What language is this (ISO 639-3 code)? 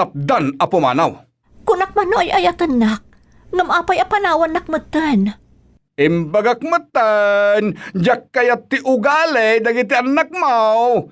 ilo